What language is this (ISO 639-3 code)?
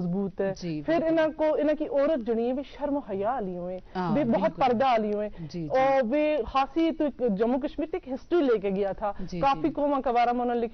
gju